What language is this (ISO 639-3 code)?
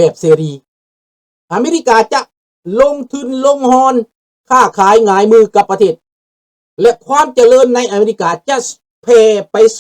lao